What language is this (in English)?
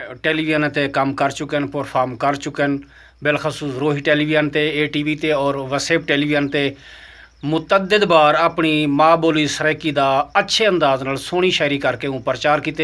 Saraiki